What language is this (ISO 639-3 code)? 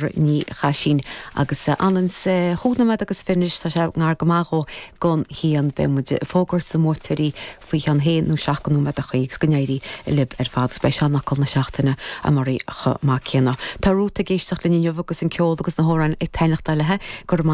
gle